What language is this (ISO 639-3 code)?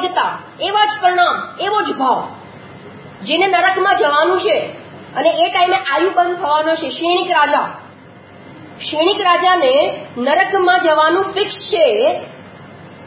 guj